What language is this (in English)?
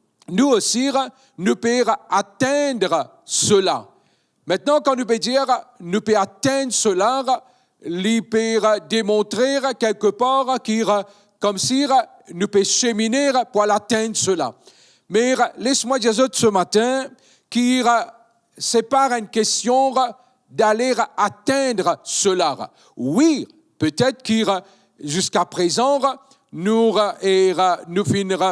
Morisyen